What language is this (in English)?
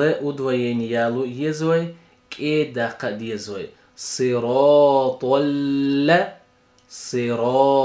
Chechen